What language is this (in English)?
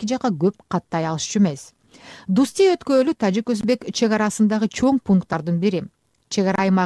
Kyrgyz